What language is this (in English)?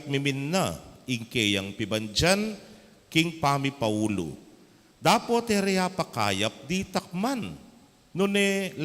Pampanga